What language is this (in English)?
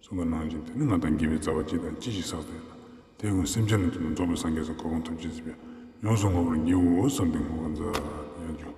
Ladakhi